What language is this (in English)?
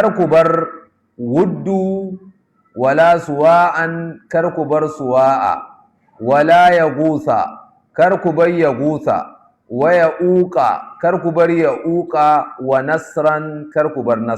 Hausa